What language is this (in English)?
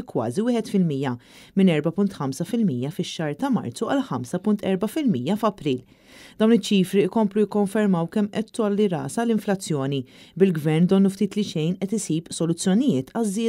Maltese